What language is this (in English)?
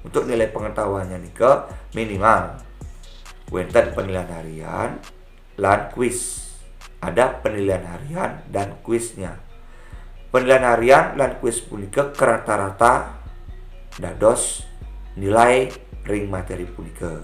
Balinese